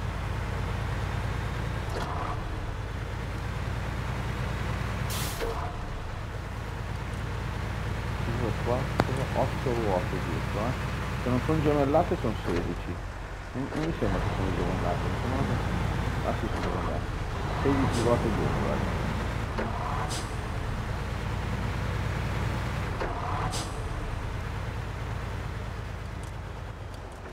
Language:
Italian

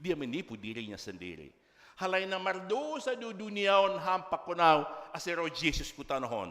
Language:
Batak Simalungun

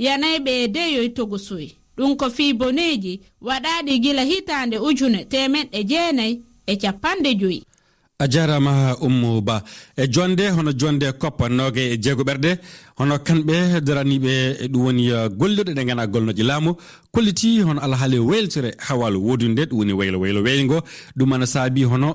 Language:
Fula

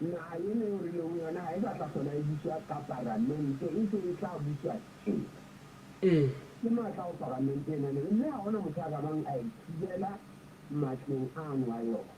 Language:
Southern Sotho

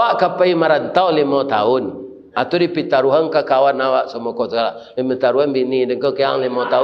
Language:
Minangkabau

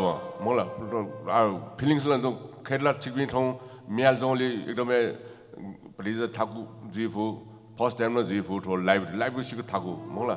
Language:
Newari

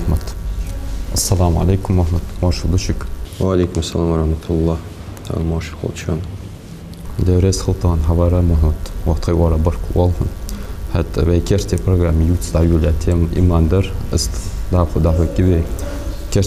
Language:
Ingush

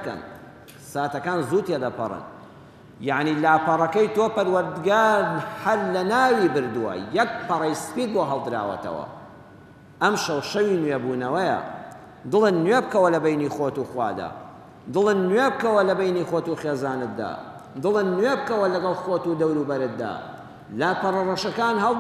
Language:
Central Kurdish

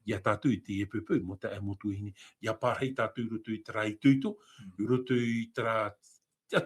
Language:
Tahitian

